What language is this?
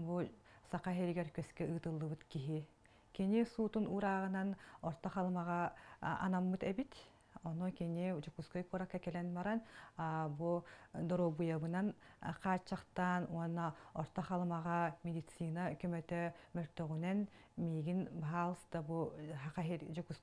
Yakut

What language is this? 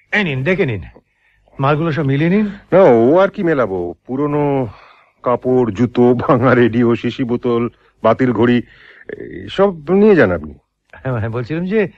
Bangla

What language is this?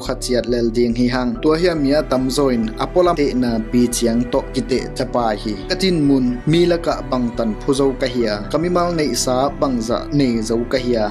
Tedim Chin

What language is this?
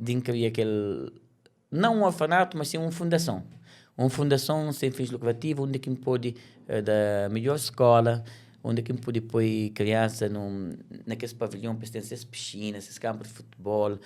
Kabuverdianu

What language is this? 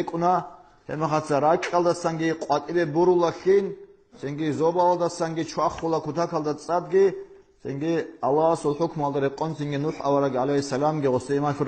Avaric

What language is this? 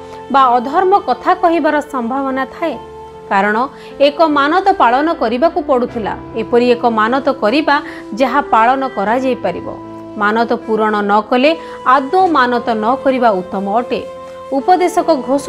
Odia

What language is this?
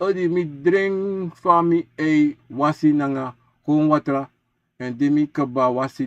Sranan Tongo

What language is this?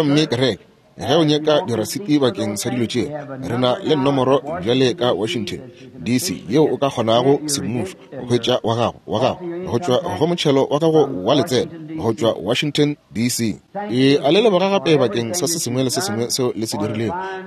Northern Sotho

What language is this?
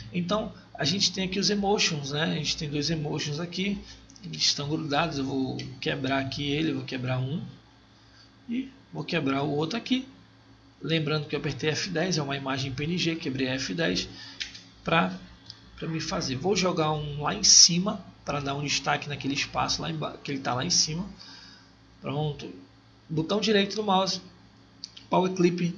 Portuguese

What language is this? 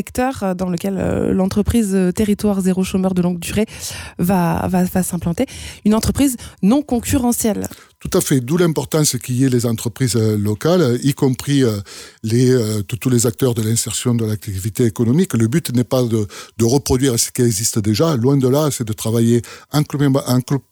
French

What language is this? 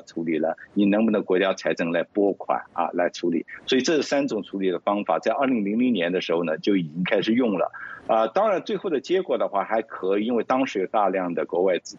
Chinese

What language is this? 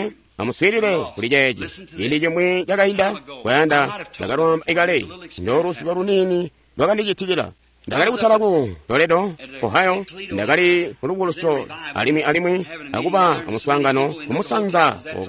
Tonga (Zambia)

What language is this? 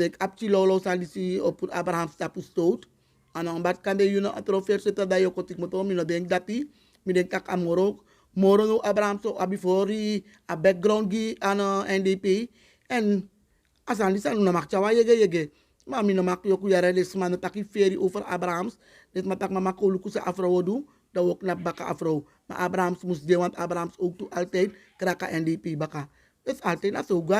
Sranan Tongo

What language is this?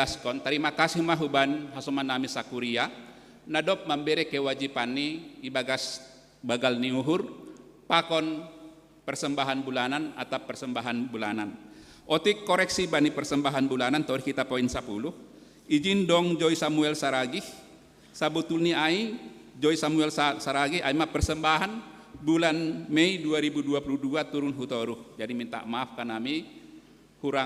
Batak Simalungun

